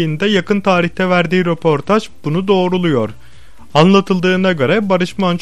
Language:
Turkish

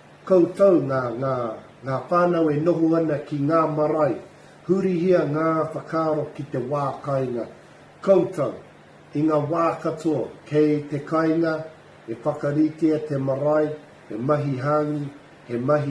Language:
Māori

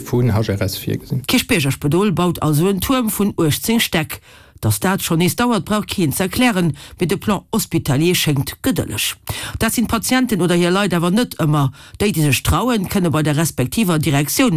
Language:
Luxembourgish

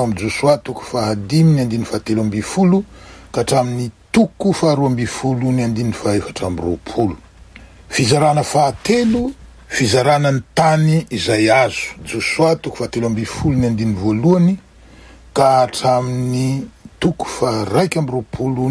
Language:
Malagasy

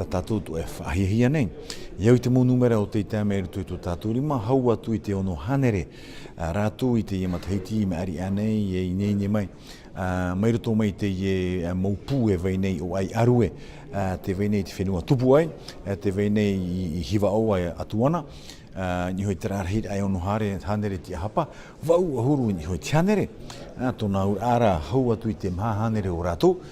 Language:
Tahitian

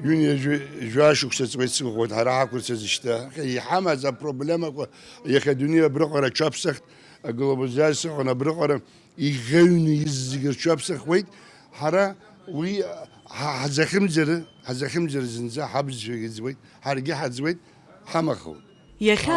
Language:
Abkhazian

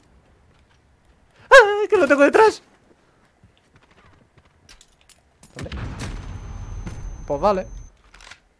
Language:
Spanish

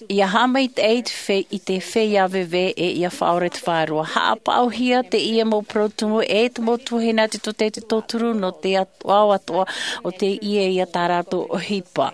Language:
Tahitian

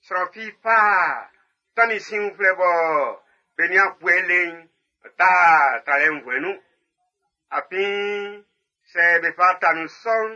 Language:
Baoulé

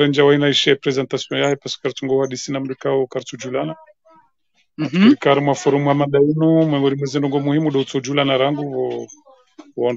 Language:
Swahili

